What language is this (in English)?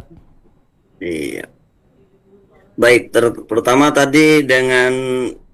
Indonesian